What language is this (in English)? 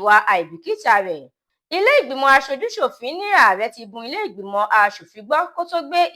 Yoruba